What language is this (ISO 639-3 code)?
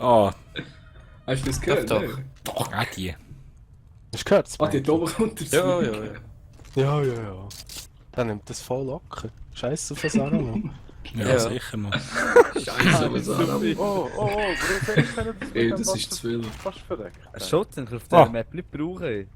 gsw